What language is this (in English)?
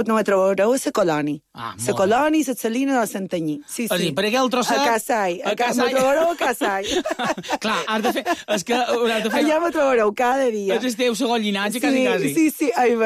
Catalan